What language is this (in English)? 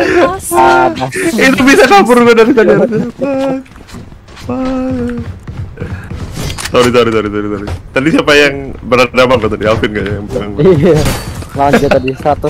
Indonesian